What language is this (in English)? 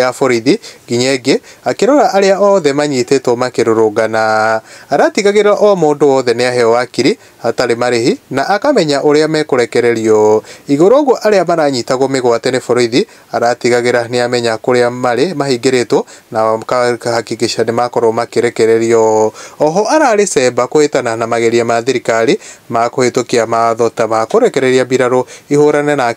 Kikuyu